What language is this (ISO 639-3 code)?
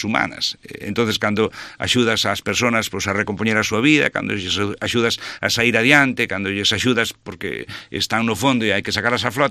glg